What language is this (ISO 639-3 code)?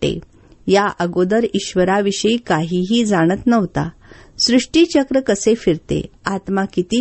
mar